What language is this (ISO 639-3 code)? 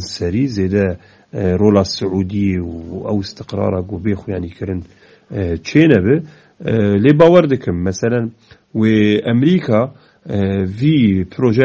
kur